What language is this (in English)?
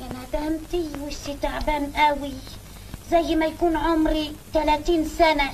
Egyptian Arabic